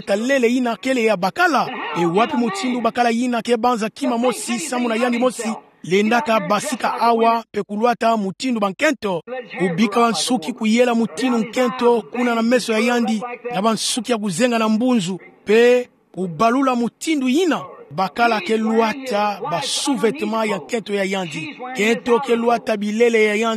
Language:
Kituba (Democratic Republic of Congo)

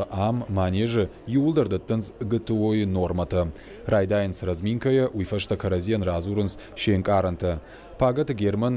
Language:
Ossetic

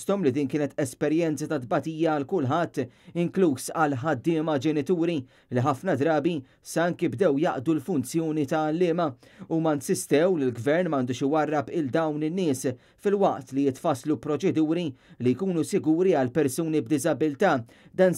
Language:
Maltese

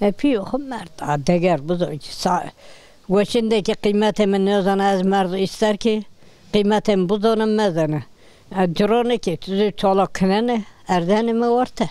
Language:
Zaza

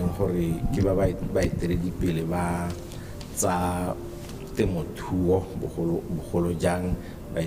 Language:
Tswana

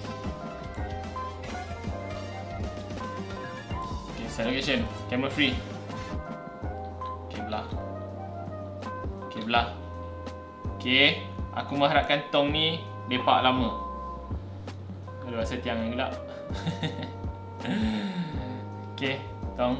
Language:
Malay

